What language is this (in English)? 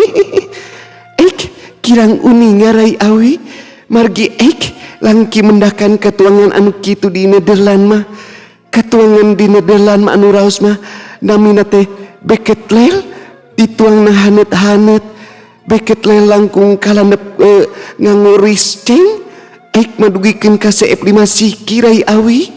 Sundanese